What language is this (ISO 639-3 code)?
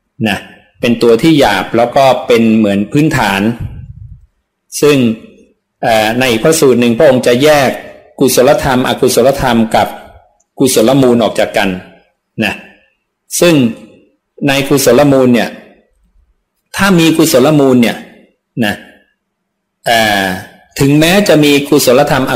tha